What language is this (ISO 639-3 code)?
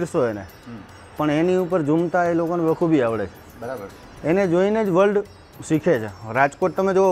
guj